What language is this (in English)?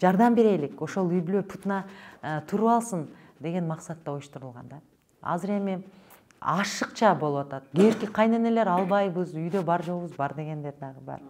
Kyrgyz